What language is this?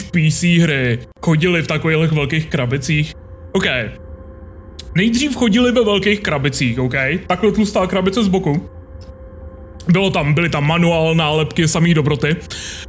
Czech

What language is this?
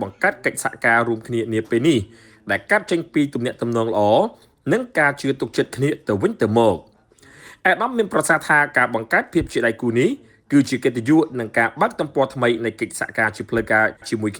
Khmer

